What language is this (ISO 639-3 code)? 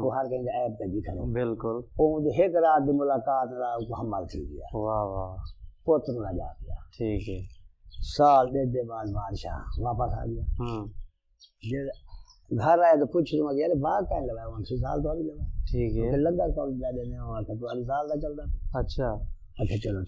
skr